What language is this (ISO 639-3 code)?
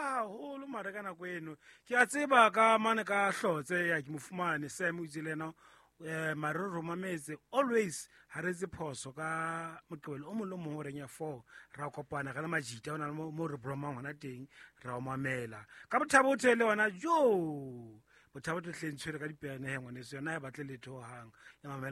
sot